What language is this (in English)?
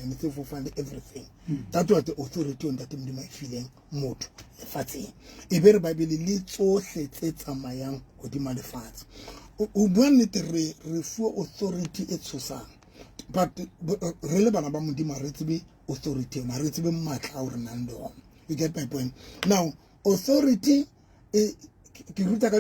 Southern Sotho